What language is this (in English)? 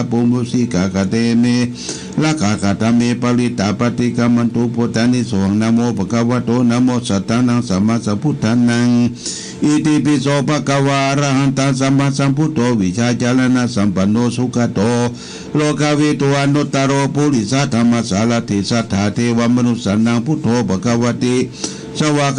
Pali